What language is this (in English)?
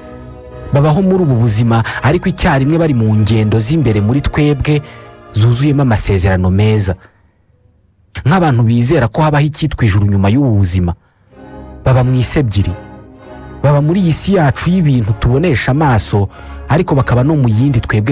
Kinyarwanda